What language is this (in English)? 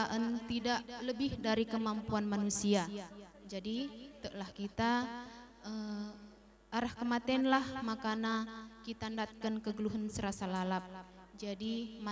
Batak Karo